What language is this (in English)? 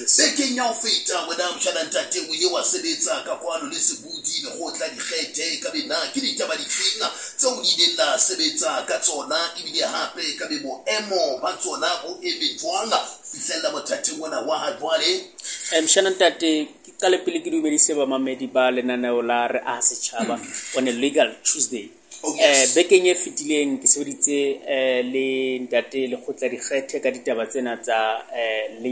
Southern Sotho